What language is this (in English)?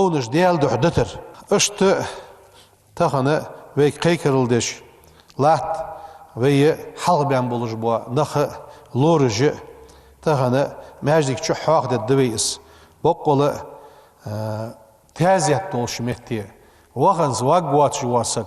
Ingush